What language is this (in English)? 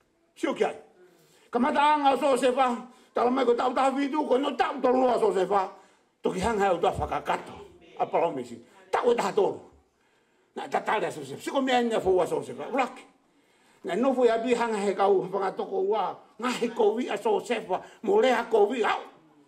Tongan